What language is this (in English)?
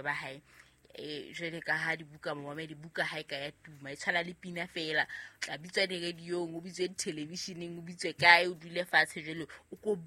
Southern Sotho